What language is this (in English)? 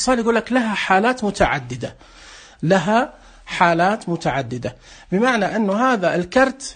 Najdi Arabic